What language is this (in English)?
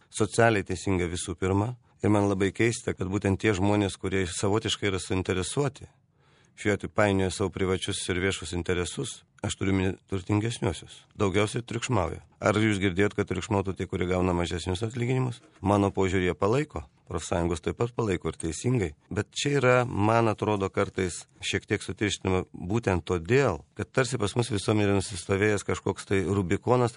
Lithuanian